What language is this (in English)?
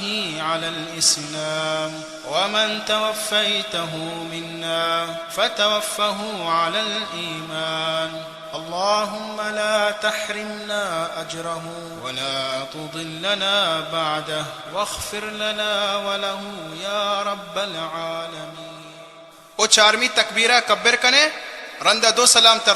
Baluchi